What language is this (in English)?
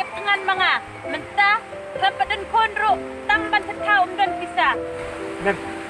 Khasi